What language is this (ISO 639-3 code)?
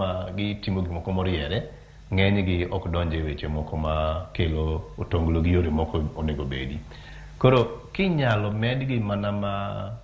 luo